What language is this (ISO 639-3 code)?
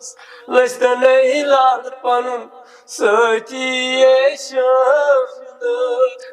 kas